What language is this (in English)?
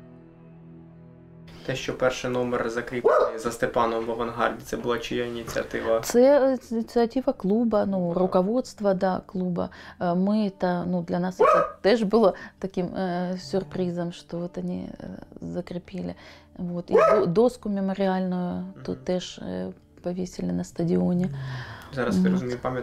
Ukrainian